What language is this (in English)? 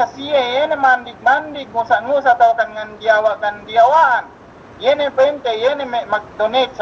Yakan